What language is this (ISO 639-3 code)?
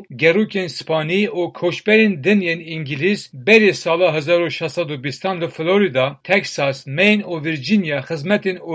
kur